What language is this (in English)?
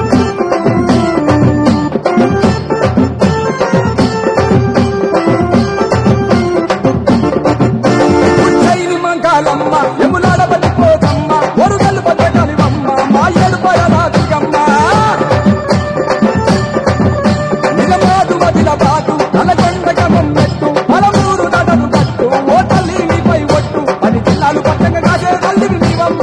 Telugu